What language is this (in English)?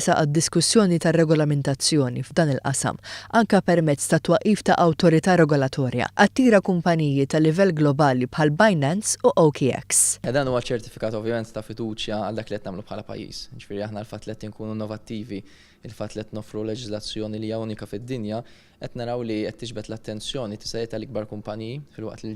Maltese